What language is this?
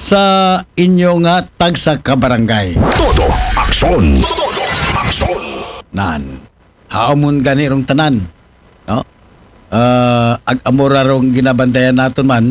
Aklanon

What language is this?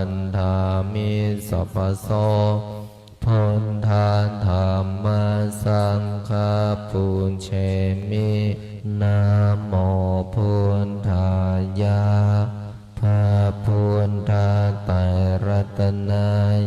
Pali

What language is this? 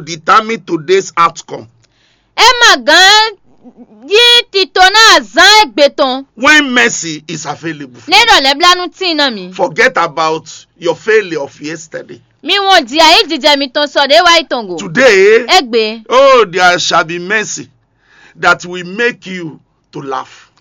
Fon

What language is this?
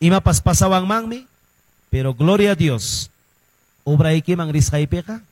Quechua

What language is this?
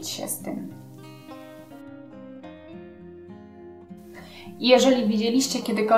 Polish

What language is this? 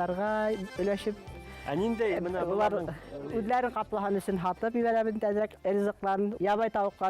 Bashkir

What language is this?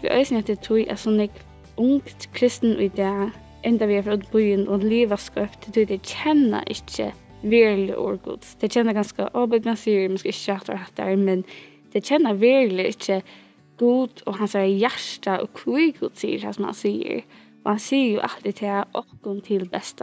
Faroese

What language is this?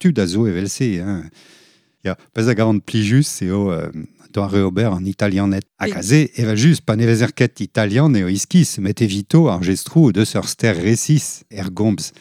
Breton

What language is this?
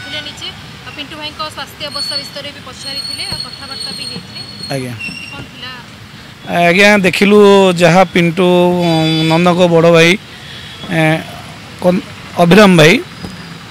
Odia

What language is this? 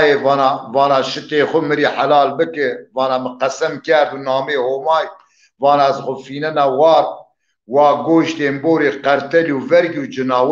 Zaza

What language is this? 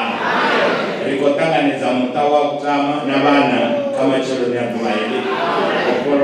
Venda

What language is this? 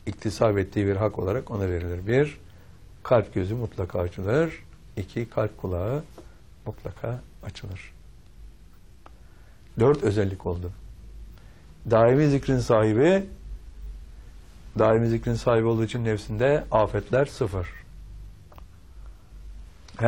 Turkish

